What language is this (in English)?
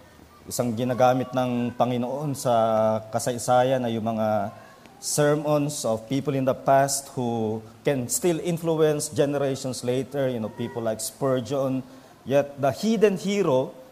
Filipino